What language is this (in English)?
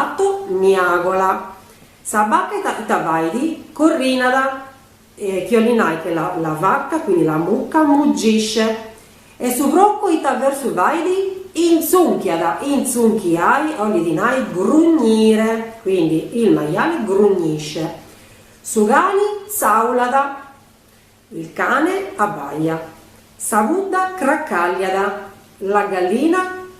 Sardinian